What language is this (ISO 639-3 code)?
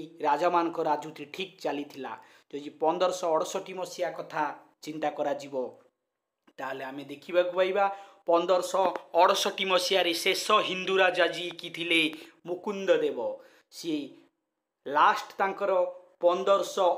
ori